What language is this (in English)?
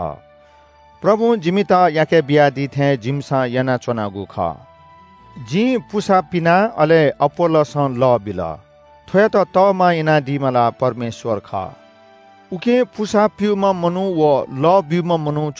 Newari